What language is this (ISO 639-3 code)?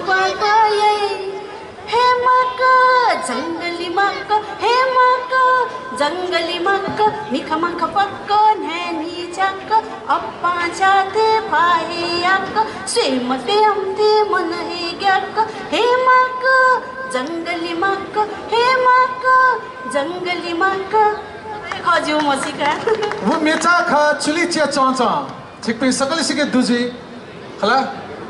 new